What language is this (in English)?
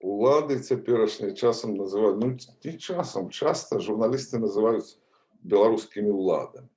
Belarusian